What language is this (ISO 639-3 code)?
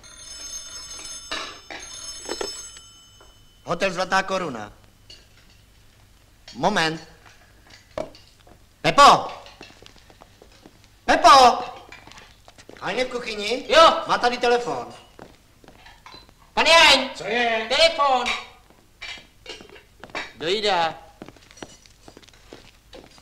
ces